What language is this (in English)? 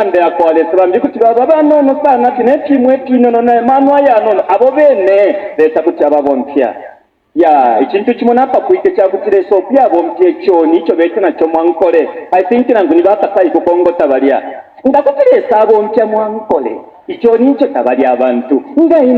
Bemba